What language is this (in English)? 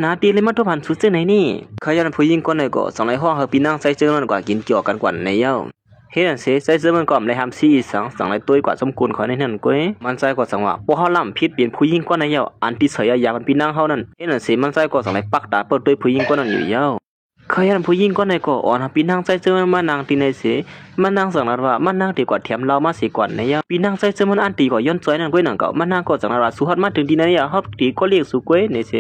Shan